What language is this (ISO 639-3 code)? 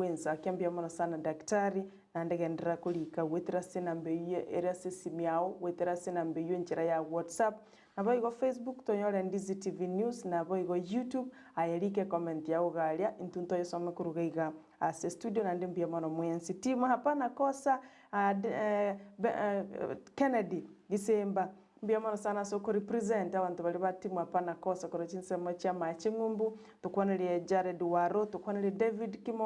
guz